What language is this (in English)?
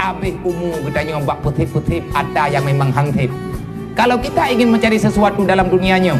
Achinese